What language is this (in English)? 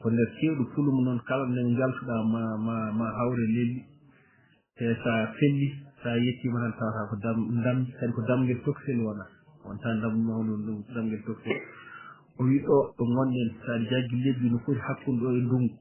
Fula